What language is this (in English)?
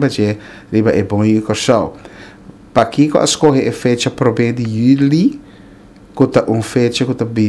Papiamento